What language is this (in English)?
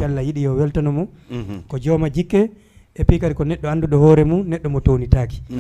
Fula